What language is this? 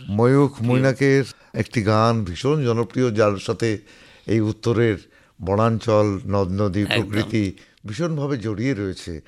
Bangla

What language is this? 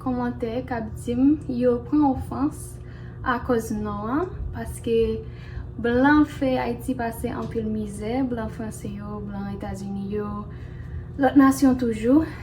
Haitian Creole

